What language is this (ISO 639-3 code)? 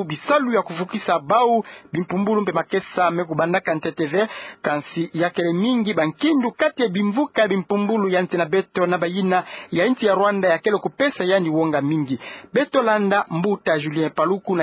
ktu